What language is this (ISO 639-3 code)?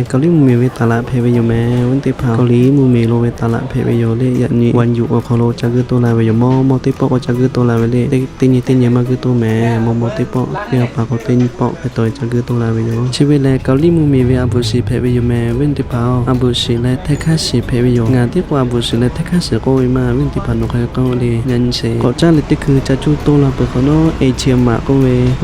lhu